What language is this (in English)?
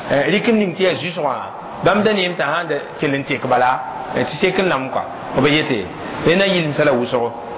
Mossi